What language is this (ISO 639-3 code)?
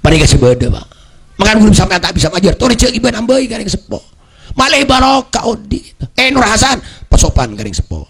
mad